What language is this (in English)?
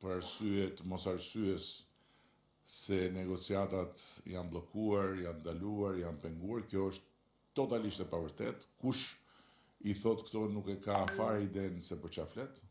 Albanian